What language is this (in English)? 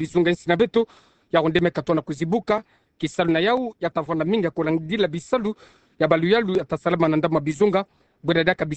Kituba (Democratic Republic of Congo)